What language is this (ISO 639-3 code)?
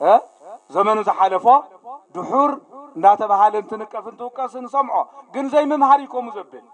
tir